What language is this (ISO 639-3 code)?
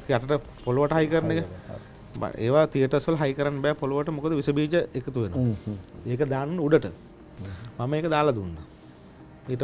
sin